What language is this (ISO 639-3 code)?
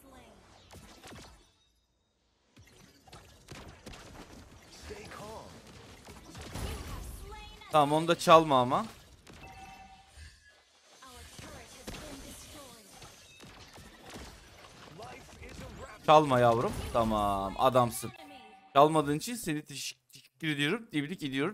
tur